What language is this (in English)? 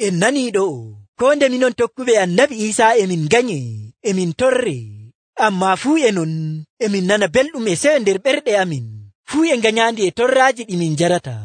Nigerian Fulfulde